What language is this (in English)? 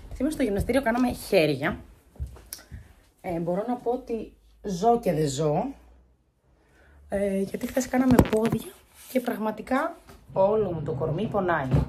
Greek